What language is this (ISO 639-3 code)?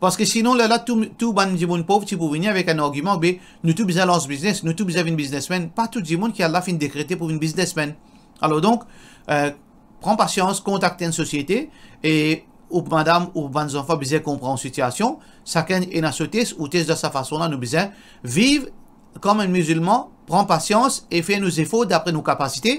mfe